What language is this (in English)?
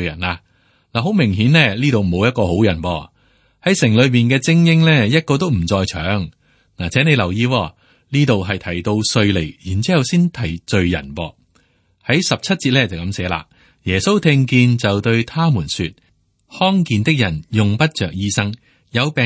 Cantonese